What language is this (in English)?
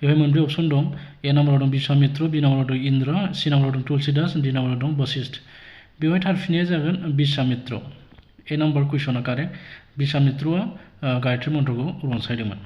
Bodo